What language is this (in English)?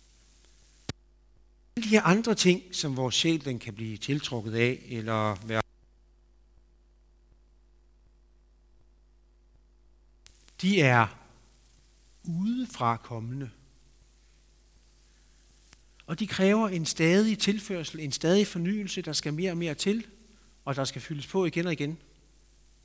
Danish